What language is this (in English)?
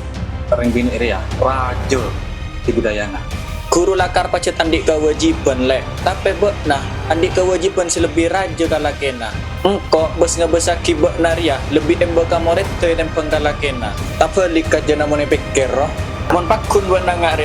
Madurese